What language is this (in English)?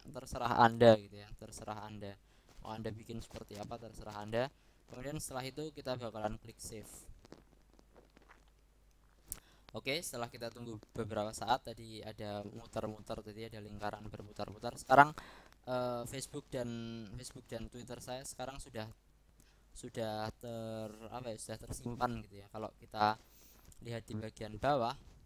Indonesian